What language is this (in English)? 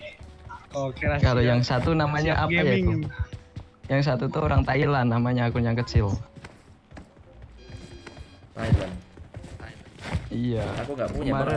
Indonesian